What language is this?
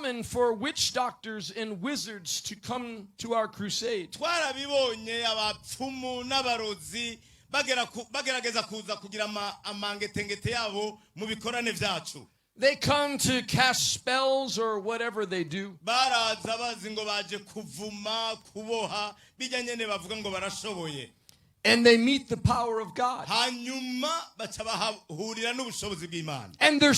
Rundi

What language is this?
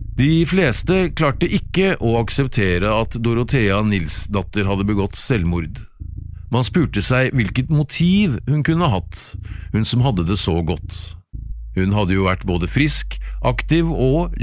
Norwegian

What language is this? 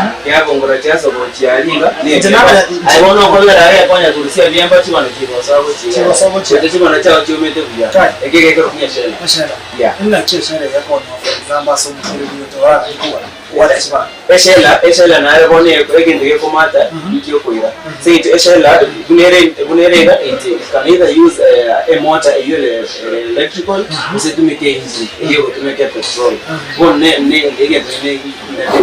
Gusii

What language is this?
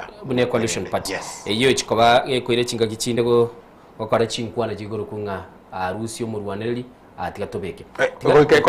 Gusii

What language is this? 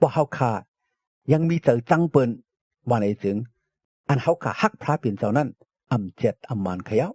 Shan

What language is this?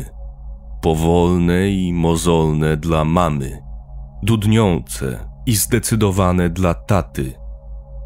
Polish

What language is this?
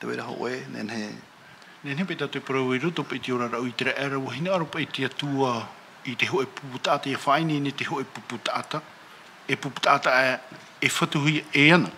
Tahitian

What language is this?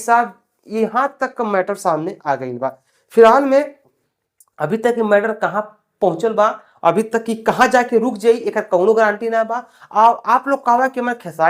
Bhojpuri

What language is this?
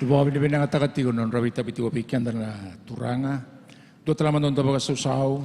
Fijian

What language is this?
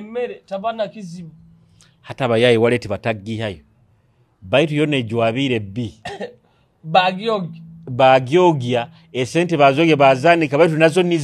Nyoro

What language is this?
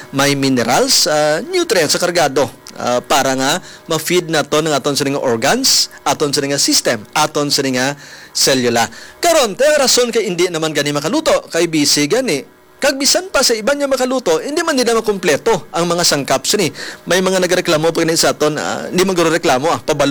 Hiligaynon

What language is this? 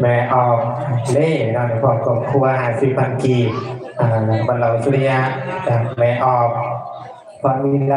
Lao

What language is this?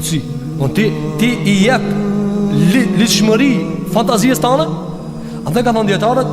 Albanian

